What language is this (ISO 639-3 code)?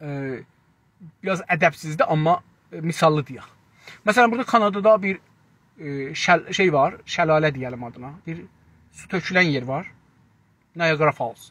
azb